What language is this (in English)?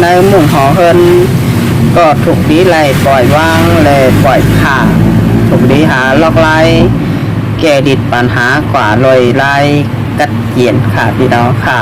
Shan